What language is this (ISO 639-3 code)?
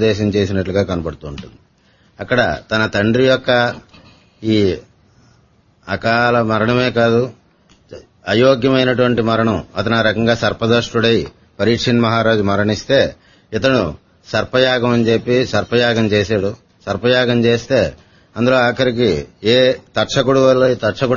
tel